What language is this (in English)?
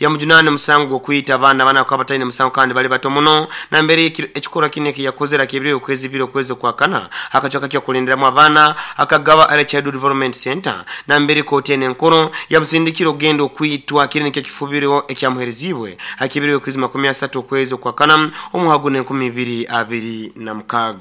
Nyankole